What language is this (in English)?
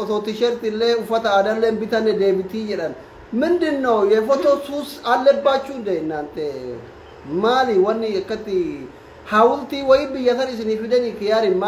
Oromo